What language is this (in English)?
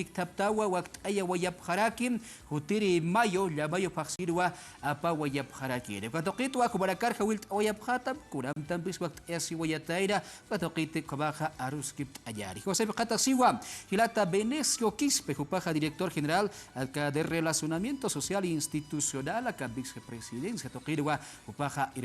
Aymara